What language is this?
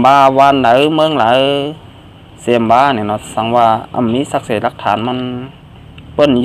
Shan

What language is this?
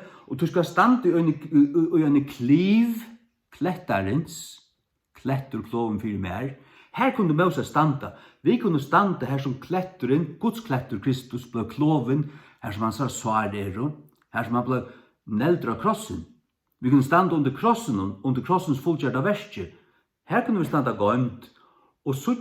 Faroese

